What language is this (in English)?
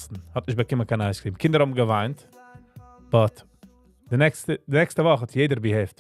Yiddish